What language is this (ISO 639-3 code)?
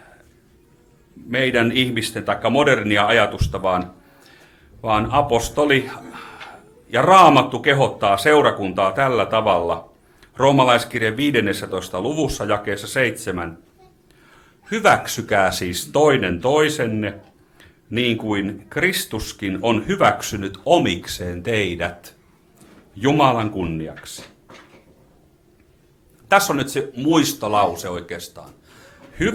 fin